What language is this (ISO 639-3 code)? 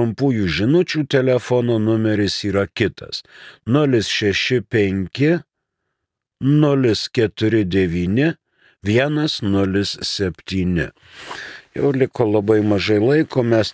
lit